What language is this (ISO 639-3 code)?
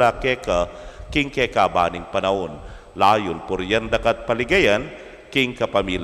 pam